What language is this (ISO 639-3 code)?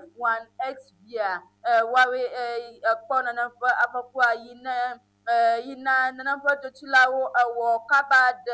ewe